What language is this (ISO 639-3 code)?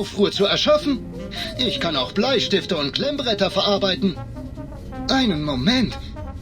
bar